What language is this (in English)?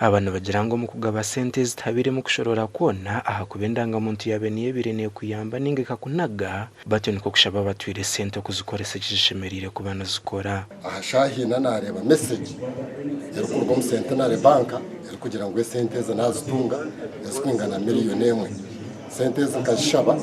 Nyankole